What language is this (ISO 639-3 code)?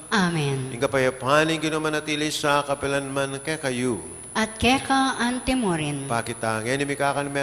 pam